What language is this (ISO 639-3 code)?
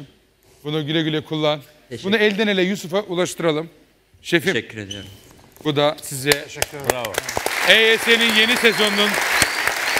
tur